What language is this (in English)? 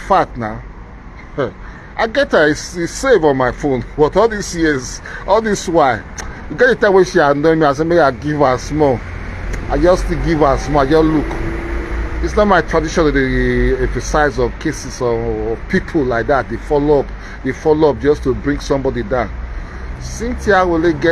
Nigerian Pidgin